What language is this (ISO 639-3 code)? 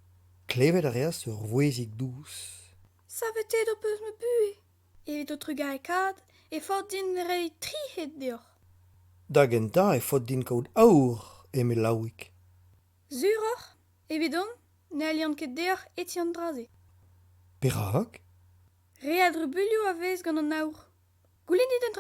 bre